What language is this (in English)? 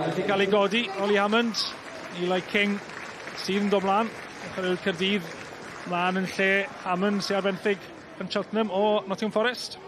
Welsh